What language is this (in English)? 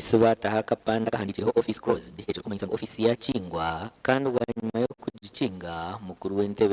Nyankole